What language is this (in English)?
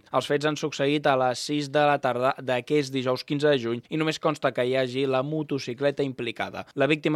Catalan